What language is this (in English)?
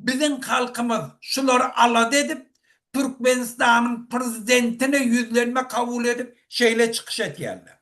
Turkmen